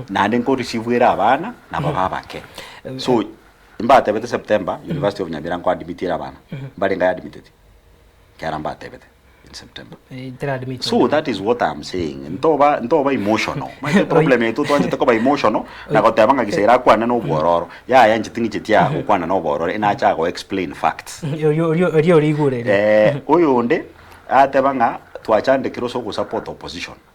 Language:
Gusii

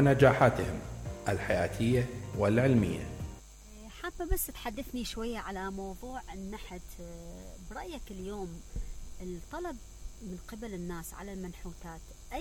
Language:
Mesopotamian Arabic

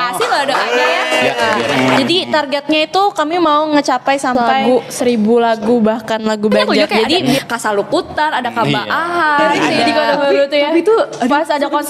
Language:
Banjar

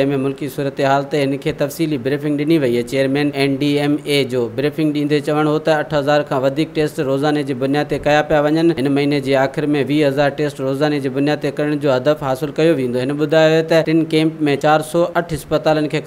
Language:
Sindhi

